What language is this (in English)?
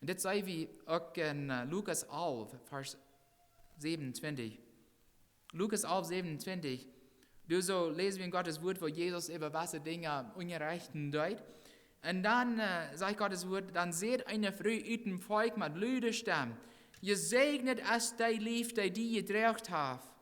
Plautdietsch